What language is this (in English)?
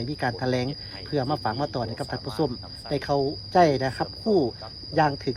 Lao